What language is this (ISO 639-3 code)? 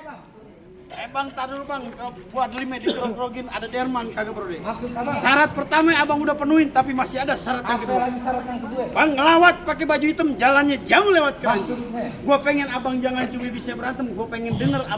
bew